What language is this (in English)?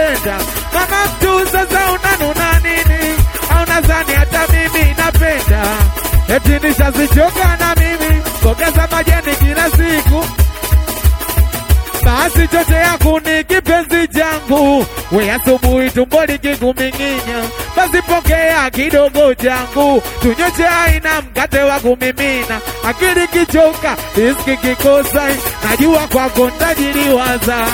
Swahili